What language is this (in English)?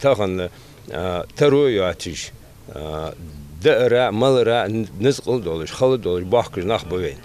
Ingush